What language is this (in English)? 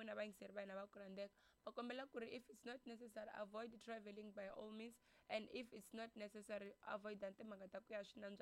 Tsonga